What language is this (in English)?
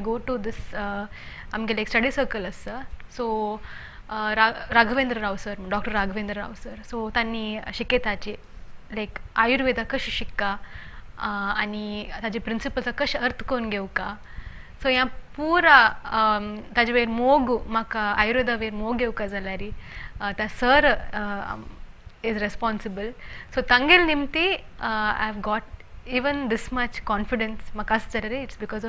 Konkani